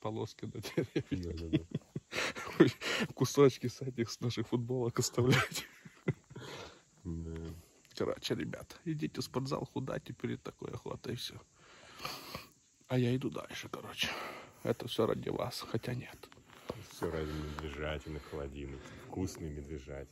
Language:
Russian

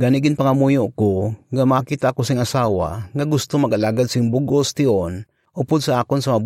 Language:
Hiligaynon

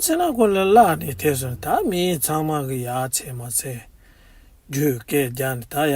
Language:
Tibetan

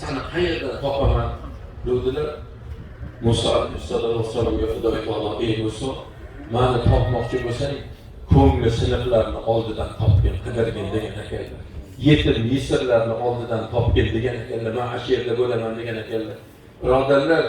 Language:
Uzbek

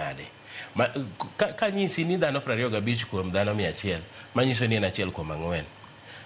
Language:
Luo (Kenya and Tanzania)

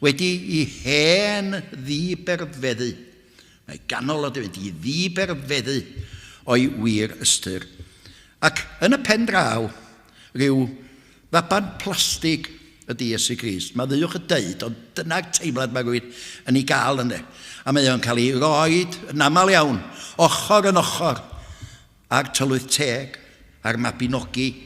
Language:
Welsh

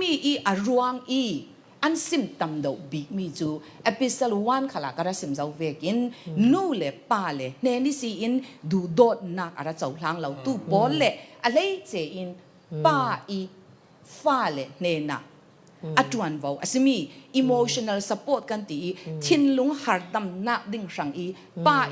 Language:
Falam Chin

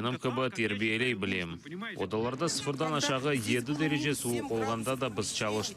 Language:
Crimean Tatar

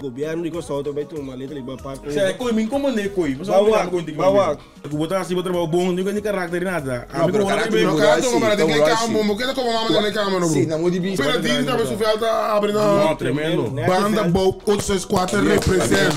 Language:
Papiamento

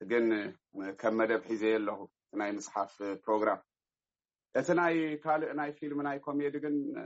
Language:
Tigrinya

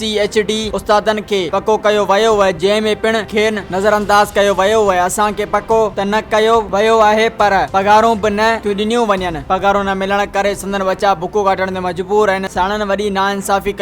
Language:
Sindhi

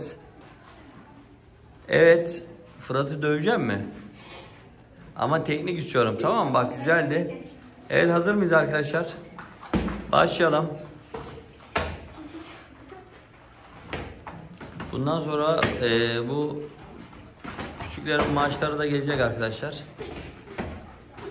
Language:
Turkish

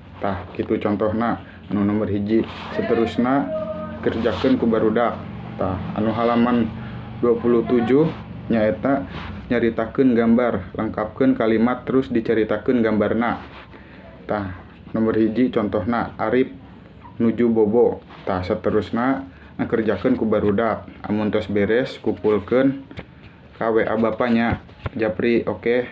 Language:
Sundanese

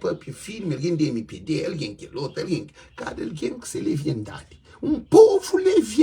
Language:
Kabuverdianu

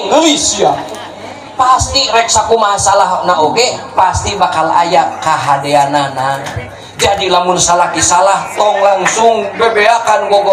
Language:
Sundanese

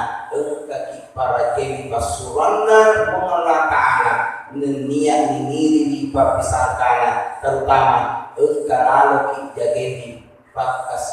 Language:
Buginese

